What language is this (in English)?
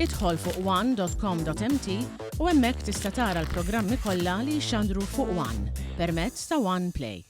Maltese